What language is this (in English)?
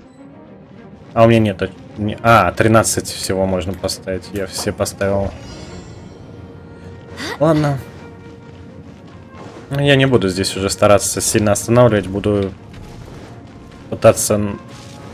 Russian